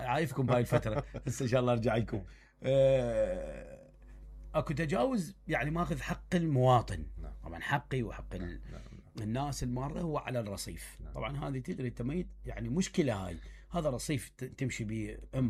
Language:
Mesopotamian Arabic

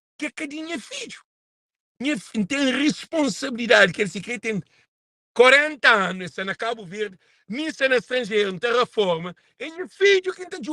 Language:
Kabuverdianu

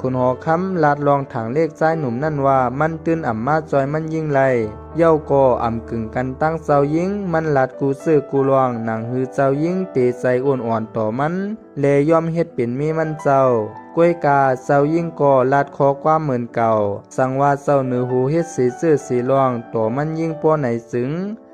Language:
Shan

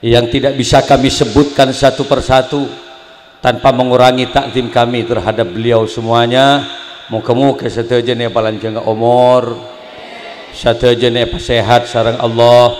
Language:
Madurese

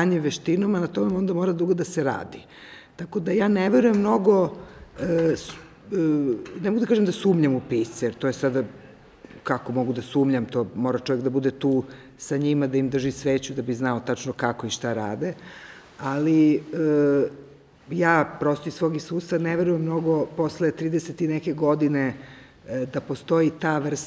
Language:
Serbian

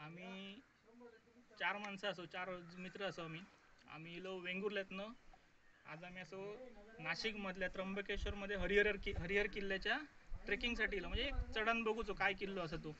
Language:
Konkani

